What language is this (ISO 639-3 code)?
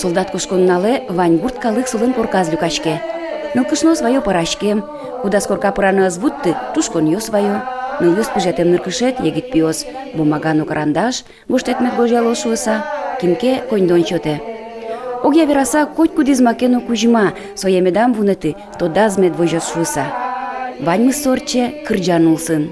udm